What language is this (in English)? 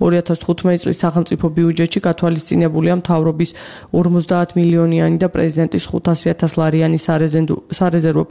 Georgian